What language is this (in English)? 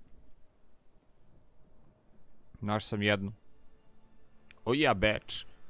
Croatian